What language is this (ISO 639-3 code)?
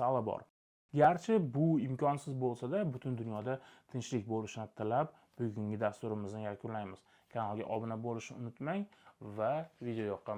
uzb